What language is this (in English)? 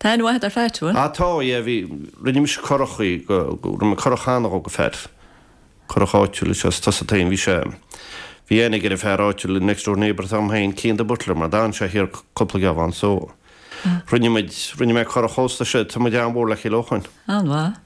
Irish